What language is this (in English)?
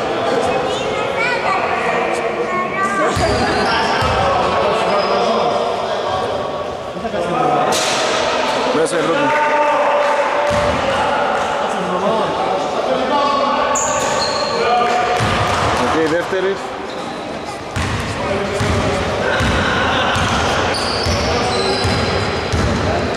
Greek